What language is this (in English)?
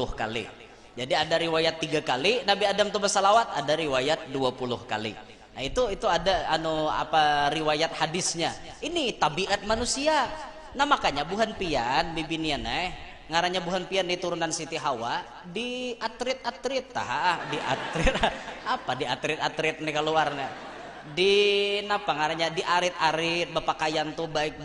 Banjar